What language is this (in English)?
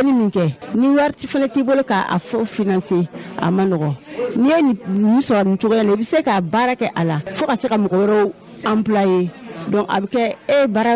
Bambara